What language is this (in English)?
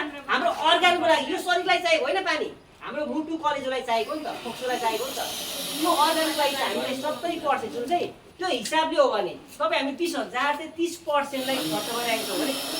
Nepali